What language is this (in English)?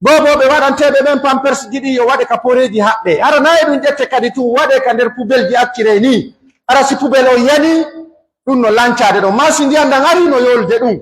Pular